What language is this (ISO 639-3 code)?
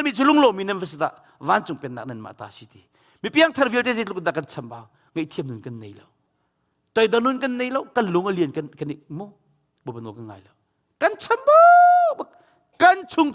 cnh